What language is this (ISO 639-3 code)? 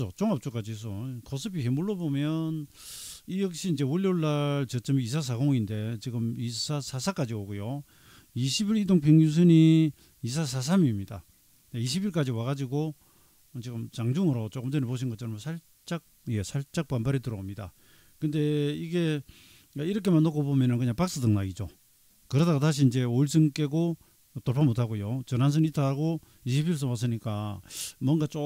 kor